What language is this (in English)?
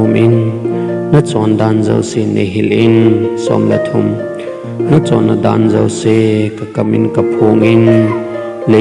Thado Chin